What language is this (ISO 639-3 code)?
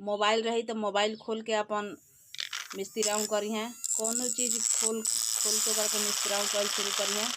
bho